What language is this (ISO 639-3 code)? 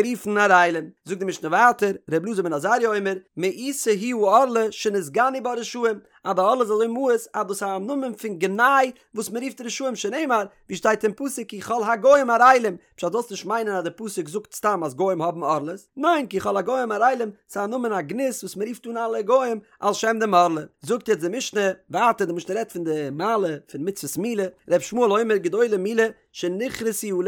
yid